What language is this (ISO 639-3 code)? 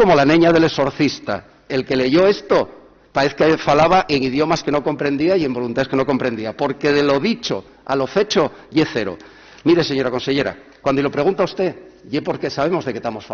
ast